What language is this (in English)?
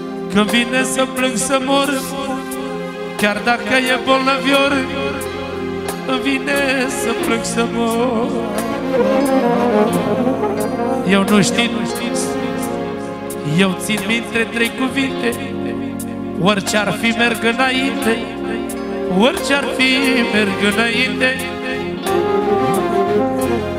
Romanian